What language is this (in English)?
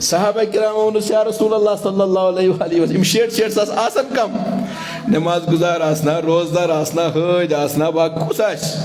Kashmiri